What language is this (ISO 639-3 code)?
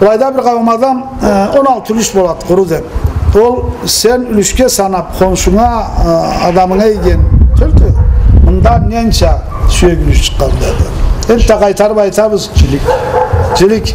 krc